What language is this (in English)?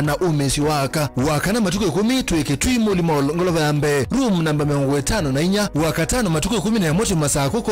Kamba